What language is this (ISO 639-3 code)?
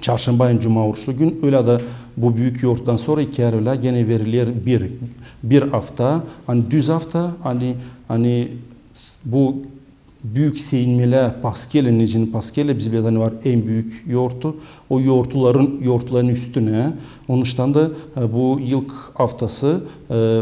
gag